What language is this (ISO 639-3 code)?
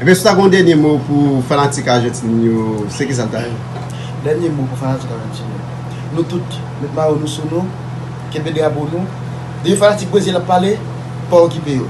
hat